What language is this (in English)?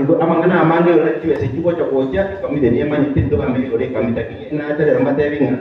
Gusii